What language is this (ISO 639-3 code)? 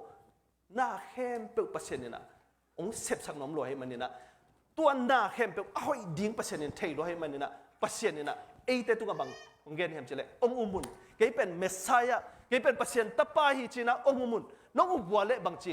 ctd